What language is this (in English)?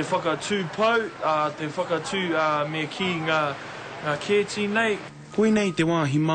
Māori